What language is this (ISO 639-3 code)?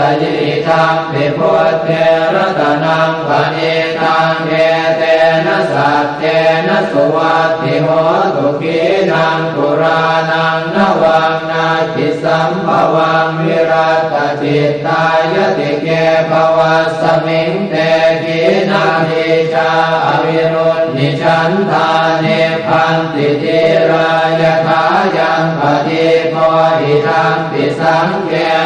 pli